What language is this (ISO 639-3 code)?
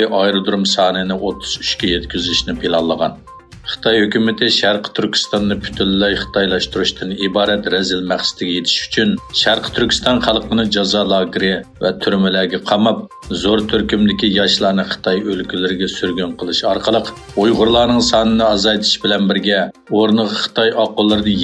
uig